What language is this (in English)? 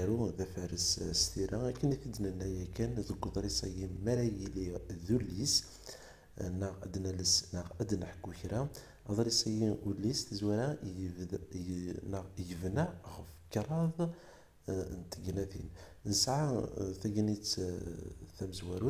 Kabyle